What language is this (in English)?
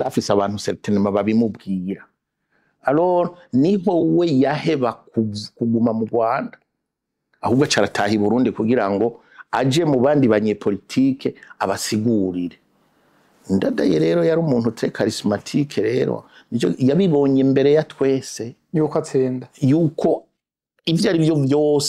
Rundi